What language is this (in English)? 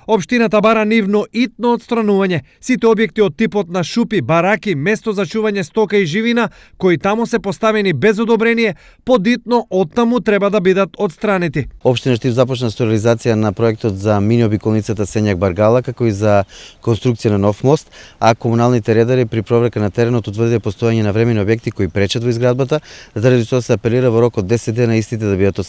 Macedonian